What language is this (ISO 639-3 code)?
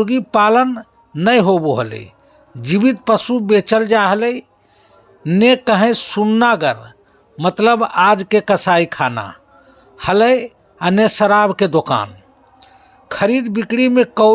mag